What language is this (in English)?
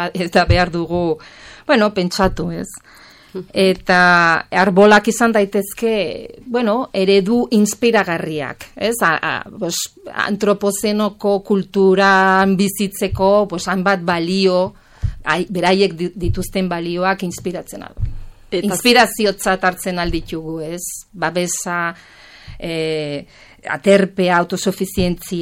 Basque